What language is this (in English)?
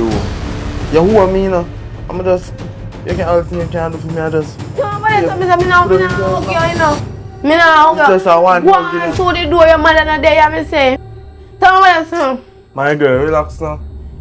Jamaican Creole English